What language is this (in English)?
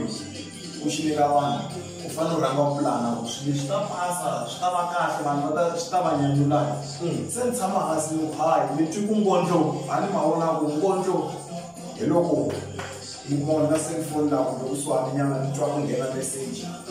Tsonga